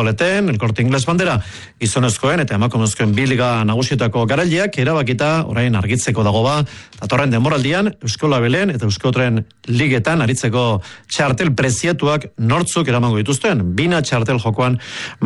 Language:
Basque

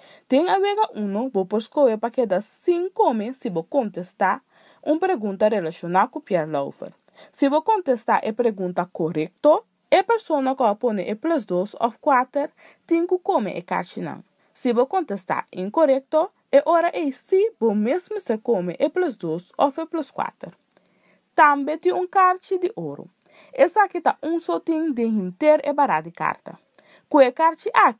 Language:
Papiamento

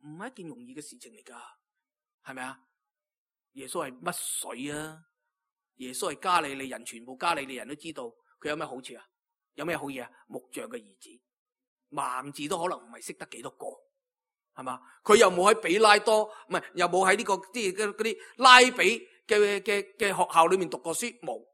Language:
Cantonese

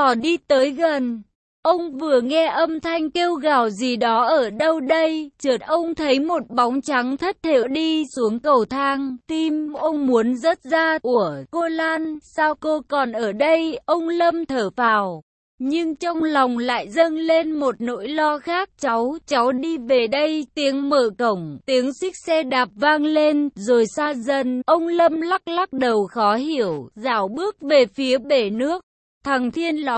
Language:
Vietnamese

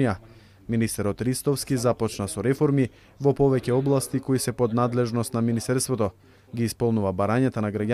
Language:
Macedonian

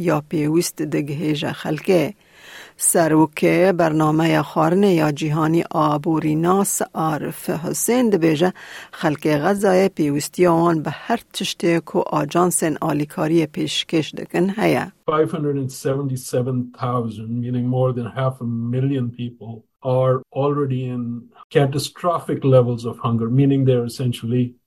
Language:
Kurdish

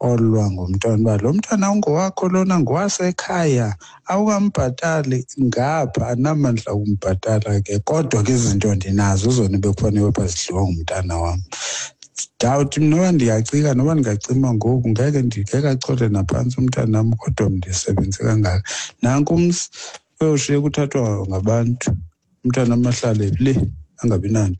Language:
Xhosa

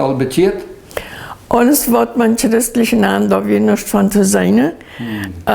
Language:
Plautdietsch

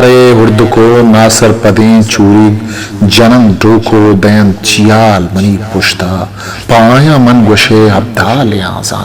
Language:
Eastern Balochi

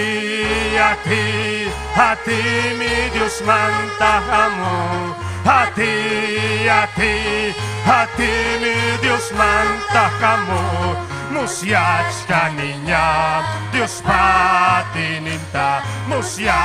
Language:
Ayacucho Quechua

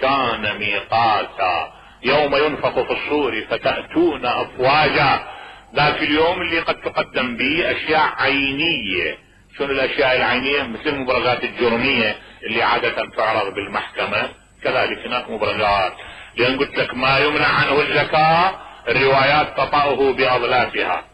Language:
Mesopotamian Arabic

